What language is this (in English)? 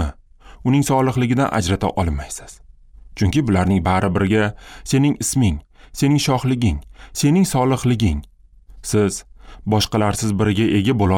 Uzbek